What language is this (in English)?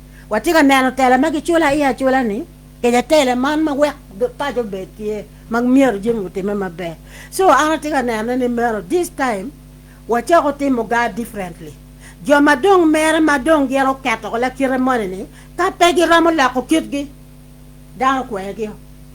Acoli